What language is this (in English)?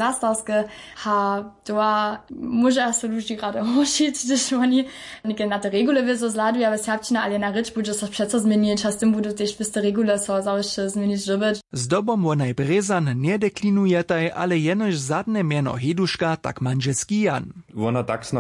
Upper Sorbian